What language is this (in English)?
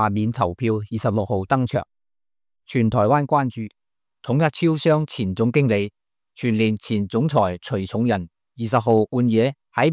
Cantonese